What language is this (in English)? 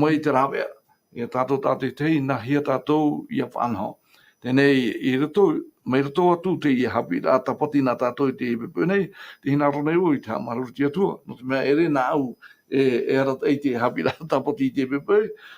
Tahitian